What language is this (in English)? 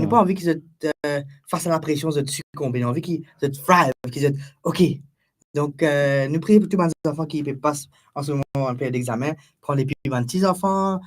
Morisyen